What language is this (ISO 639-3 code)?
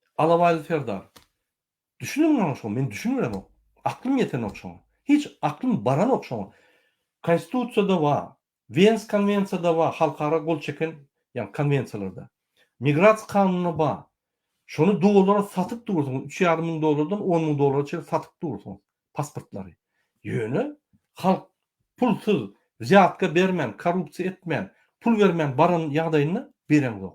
tuk